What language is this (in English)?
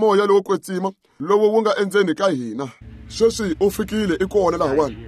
Tsonga